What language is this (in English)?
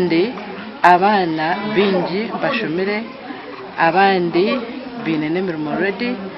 Nyankole